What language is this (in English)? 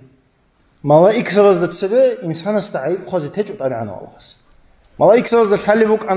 Avaric